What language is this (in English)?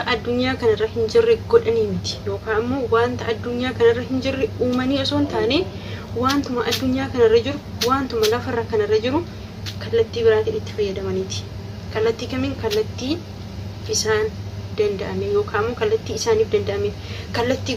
Oromo